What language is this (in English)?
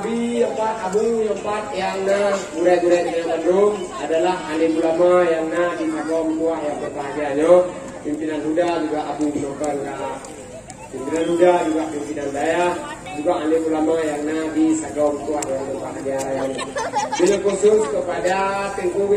Achinese